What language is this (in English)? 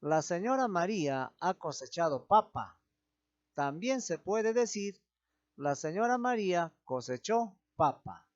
Ayacucho Quechua